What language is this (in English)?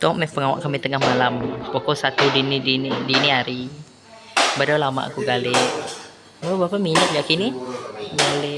Iban